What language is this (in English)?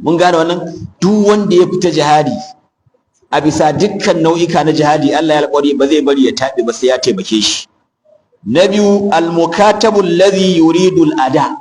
Hausa